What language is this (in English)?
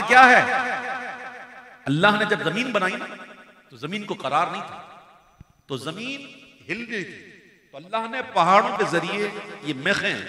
Urdu